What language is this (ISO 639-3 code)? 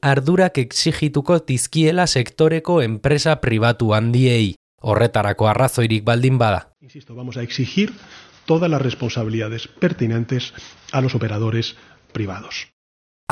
eus